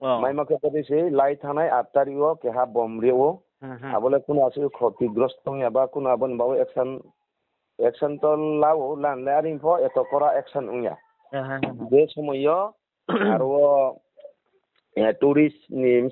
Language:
Riang (India)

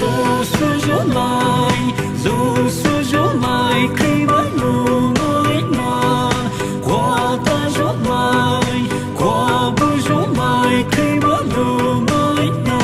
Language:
Poumei Naga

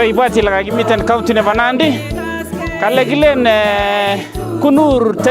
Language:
Nandi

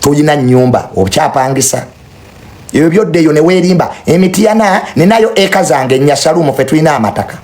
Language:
Ganda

